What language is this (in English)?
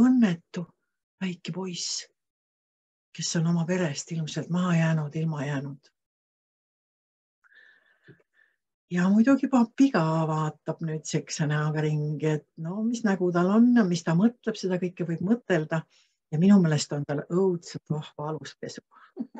Estonian